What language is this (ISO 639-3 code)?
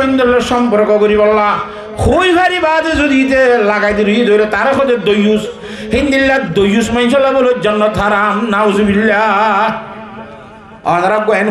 rhg